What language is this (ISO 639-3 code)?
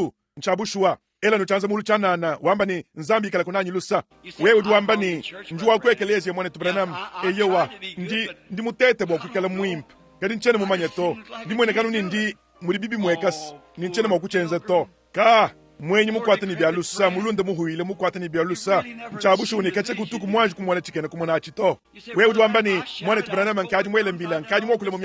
lua